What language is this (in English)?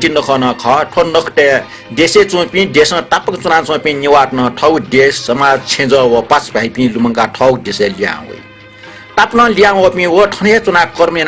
Newari